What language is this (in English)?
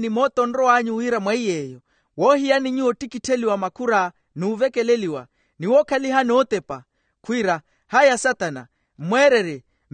Makhuwa